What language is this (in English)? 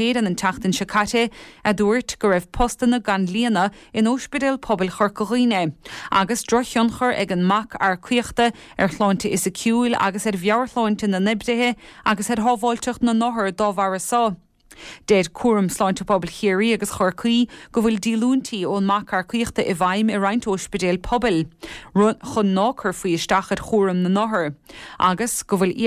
Irish